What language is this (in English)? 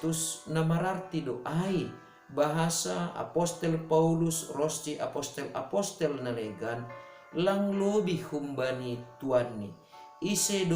Batak Simalungun